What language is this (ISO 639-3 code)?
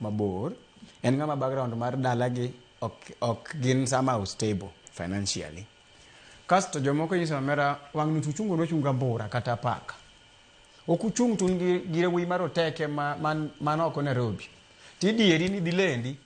luo